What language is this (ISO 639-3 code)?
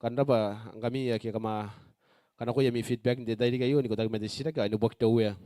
gil